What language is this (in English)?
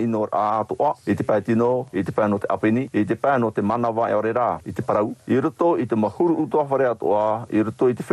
Tahitian